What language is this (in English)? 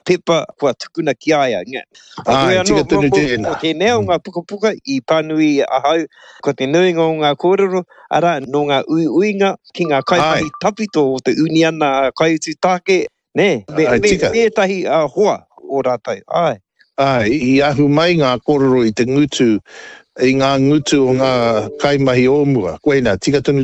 Māori